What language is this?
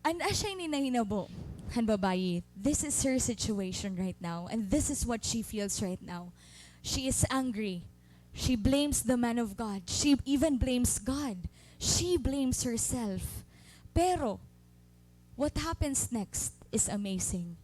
Waray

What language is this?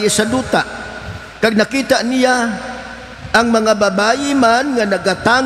Hiligaynon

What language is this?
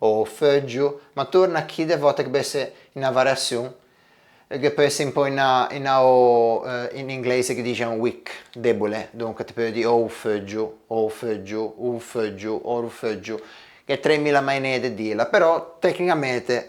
Ligurian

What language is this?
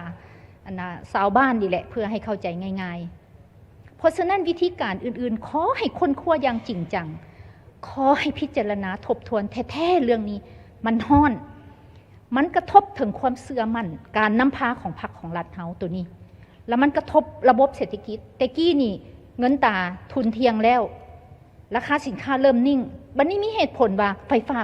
Lao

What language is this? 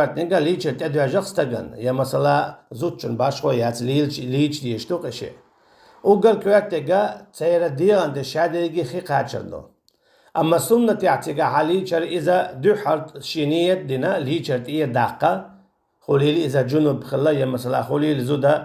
Chechen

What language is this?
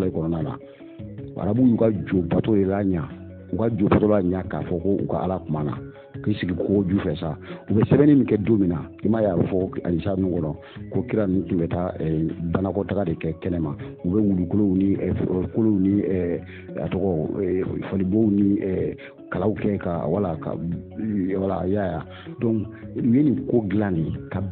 Bambara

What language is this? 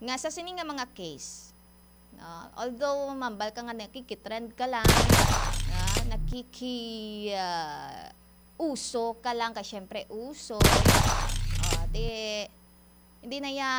Hiligaynon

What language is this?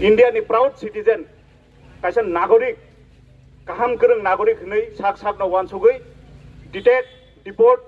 Kok Borok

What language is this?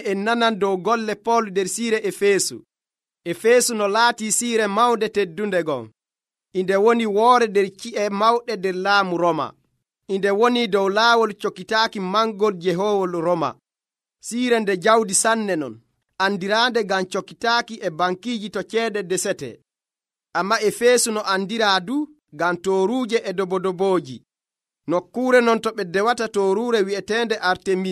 Nigerian Fulfulde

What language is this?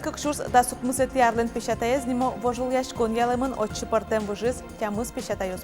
Udmurt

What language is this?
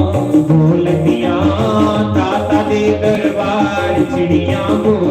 Dogri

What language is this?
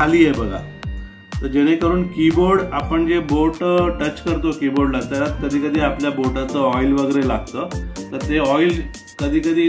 Marathi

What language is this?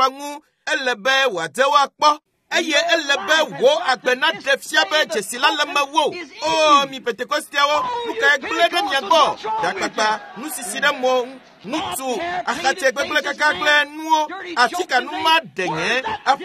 Ewe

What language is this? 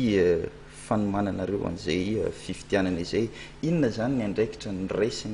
Malagasy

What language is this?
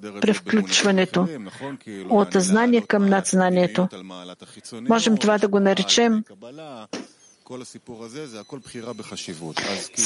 Bulgarian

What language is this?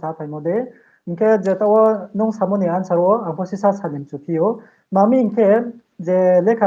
Riang (India)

